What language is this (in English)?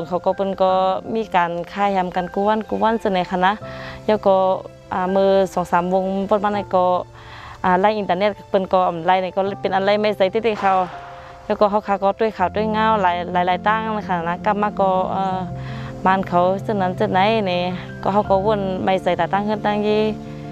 Shan